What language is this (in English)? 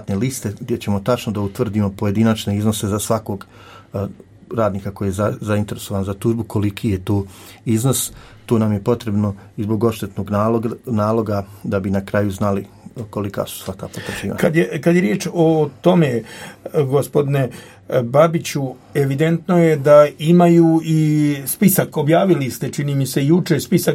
Croatian